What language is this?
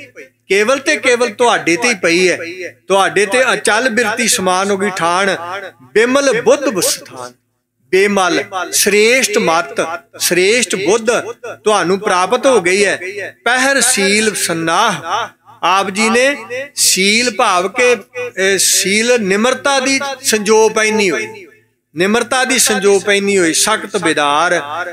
Punjabi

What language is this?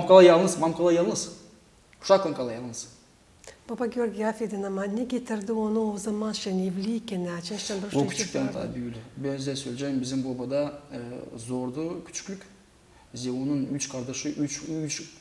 Gagauz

